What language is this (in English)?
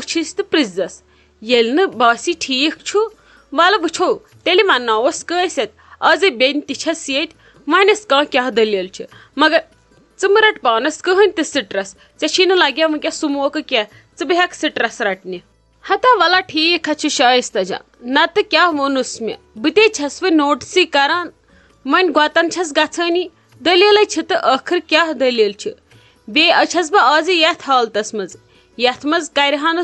Kashmiri